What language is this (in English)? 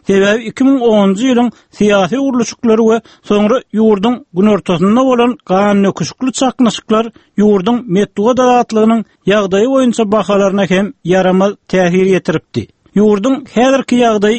Turkmen